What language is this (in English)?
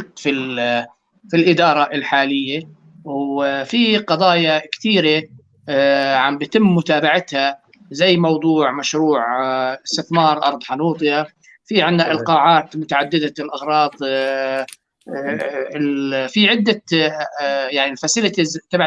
North Levantine Arabic